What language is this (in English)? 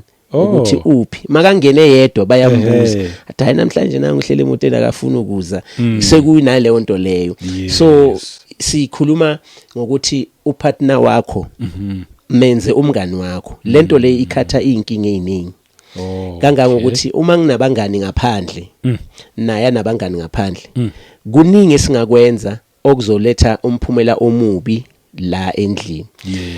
Zulu